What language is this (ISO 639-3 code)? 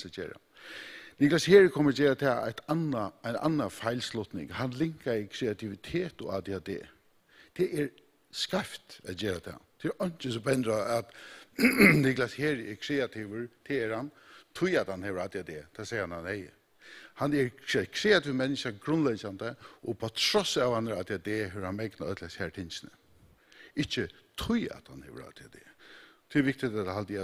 fao